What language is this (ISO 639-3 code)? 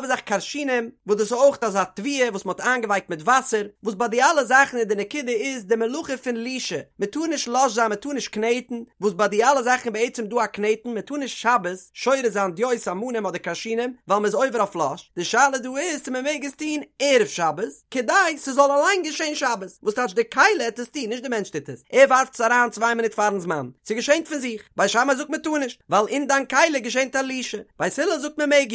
yid